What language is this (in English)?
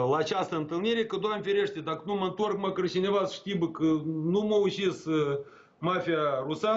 Romanian